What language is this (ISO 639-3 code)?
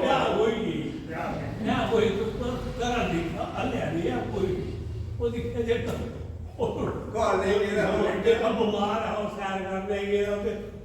doi